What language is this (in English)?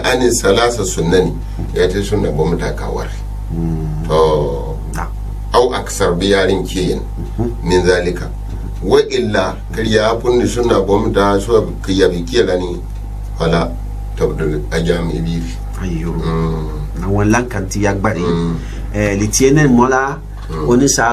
Gourmanchéma